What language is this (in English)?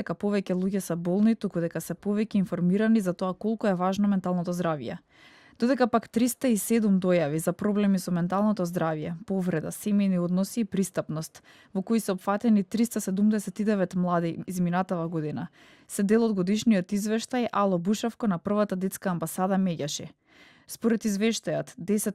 Macedonian